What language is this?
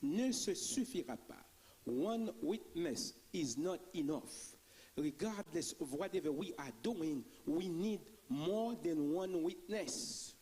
Haitian Creole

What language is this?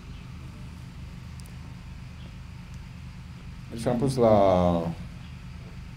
Romanian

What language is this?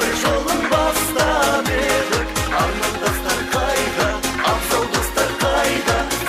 Kara-Kalpak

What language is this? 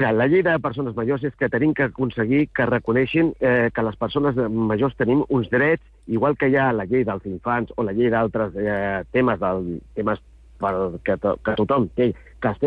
Catalan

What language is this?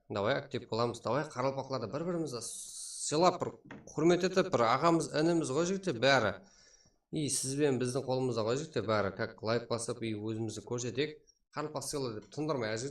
Kara-Kalpak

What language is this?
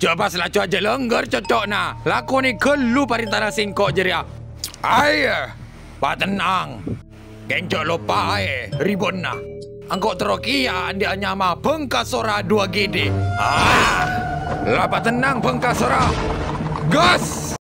Madurese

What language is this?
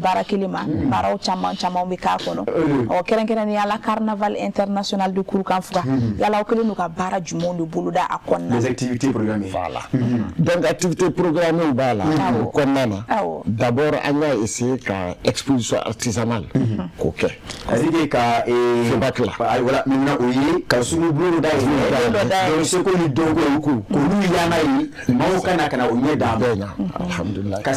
Bambara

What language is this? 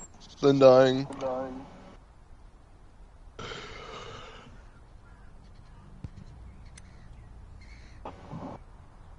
English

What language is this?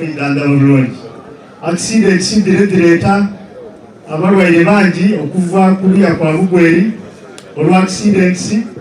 Soga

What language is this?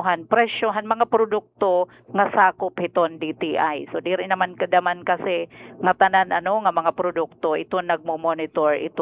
Waray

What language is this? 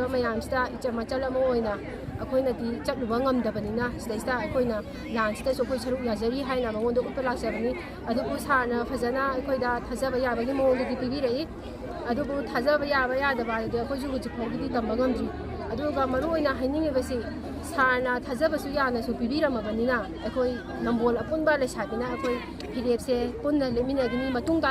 Manipuri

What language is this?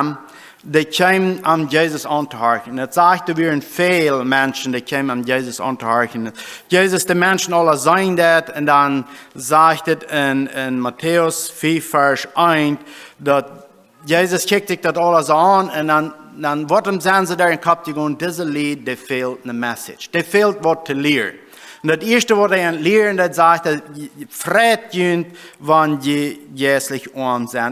Plautdietsch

